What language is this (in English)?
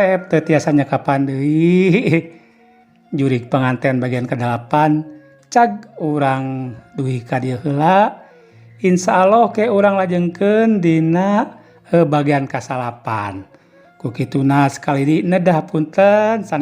Sundanese